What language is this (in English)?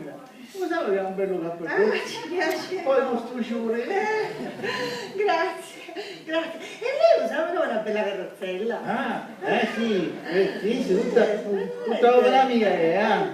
Sicilian